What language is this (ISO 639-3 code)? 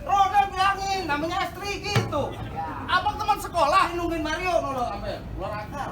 bew